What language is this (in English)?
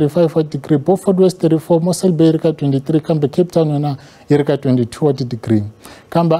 Tsonga